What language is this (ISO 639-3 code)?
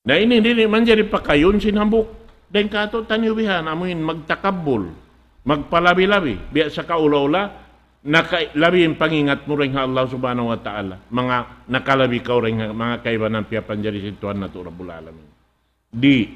tsg